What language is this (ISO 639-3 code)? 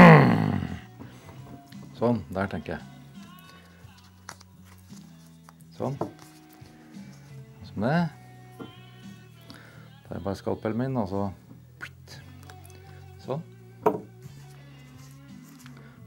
nor